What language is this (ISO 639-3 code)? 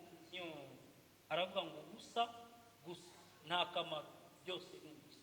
kin